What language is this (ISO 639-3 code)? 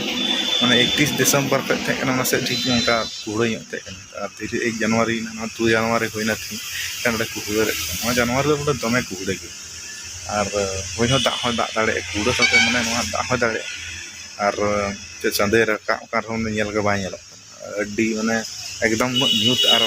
sat